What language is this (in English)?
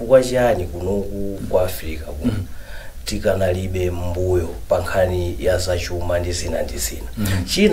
Nyanja